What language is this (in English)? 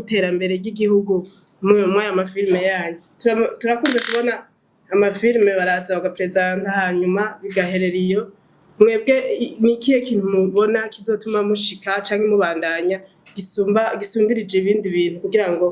Rundi